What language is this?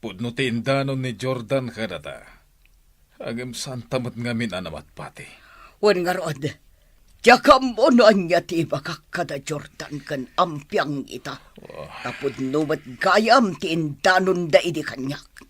Iloko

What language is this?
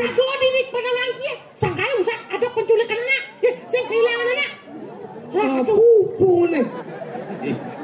Balinese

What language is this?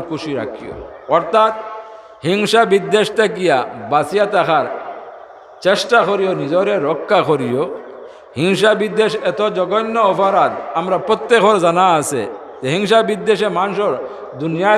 Sylheti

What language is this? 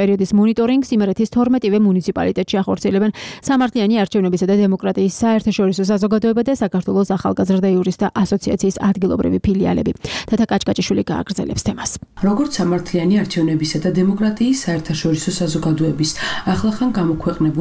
Georgian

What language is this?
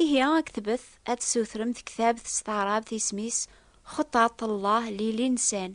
Kabyle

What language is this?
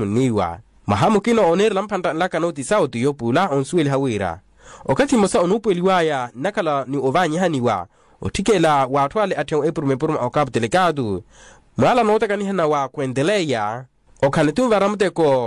Makhuwa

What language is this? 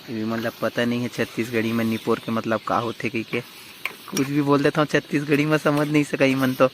Chhattisgarhi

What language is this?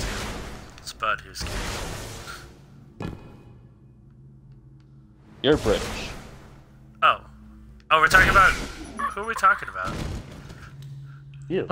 English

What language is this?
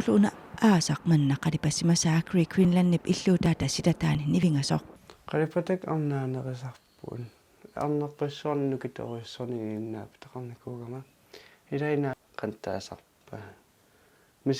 Kalaallisut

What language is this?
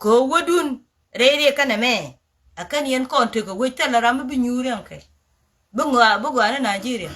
Nuer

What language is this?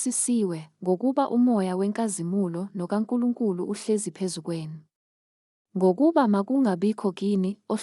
Zulu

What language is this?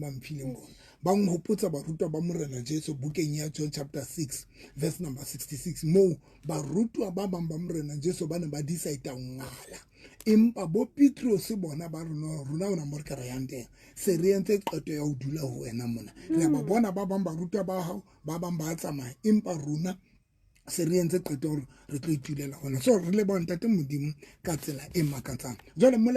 Southern Sotho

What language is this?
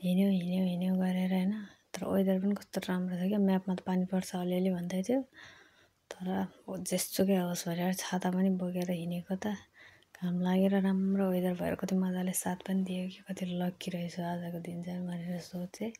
Nepali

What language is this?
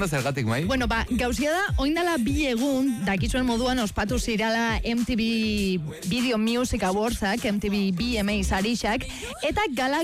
Basque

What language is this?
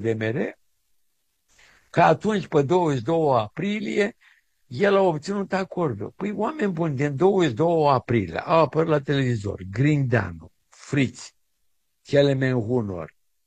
Romanian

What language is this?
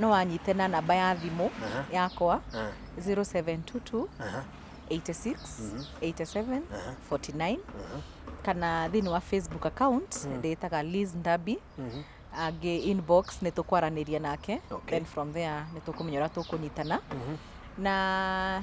Kikuyu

